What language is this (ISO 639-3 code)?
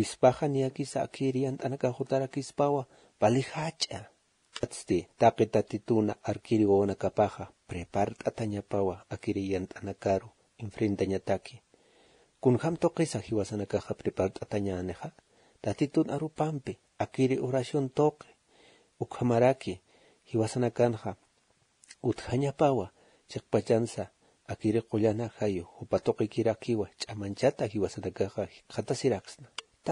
aym